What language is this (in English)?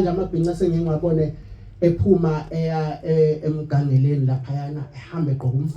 Zulu